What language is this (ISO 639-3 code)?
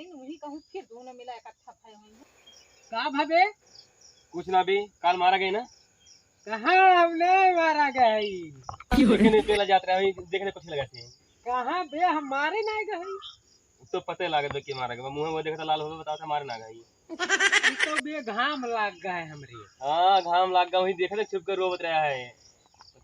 awa